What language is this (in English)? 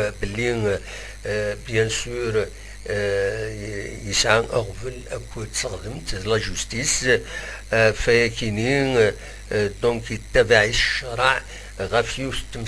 Kabyle